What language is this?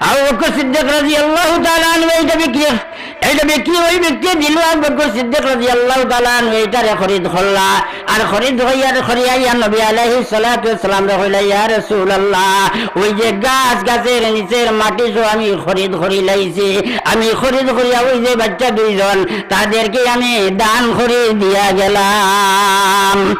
Sylheti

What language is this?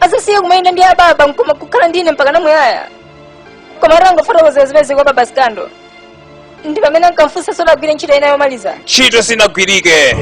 Nyanja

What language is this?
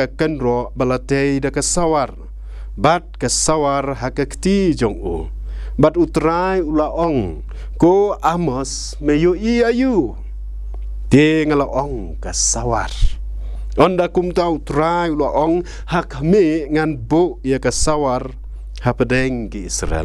Khasi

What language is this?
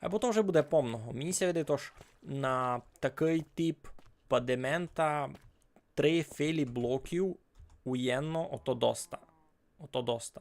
Rusyn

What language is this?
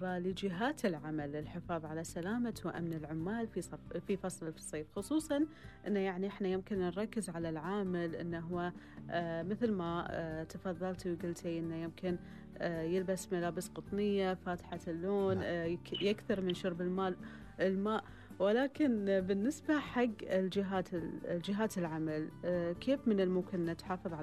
Gulf Arabic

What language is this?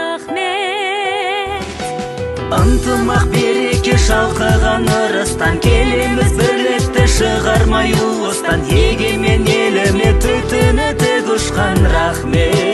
Kazakh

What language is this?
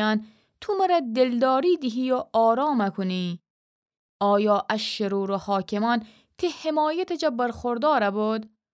Gilaki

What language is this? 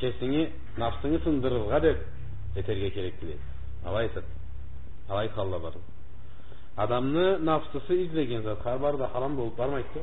Karachay-Balkar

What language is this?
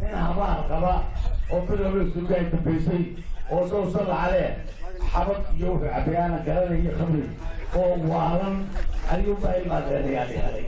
Somali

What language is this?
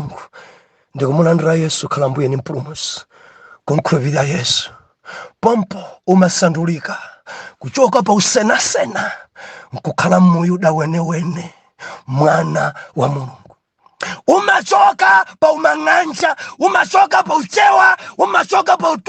Nyanja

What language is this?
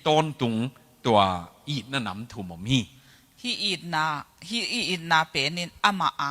Tedim Chin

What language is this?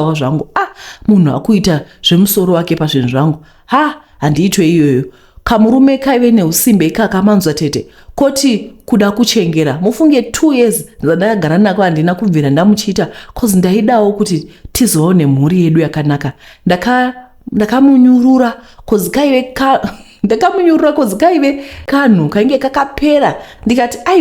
Shona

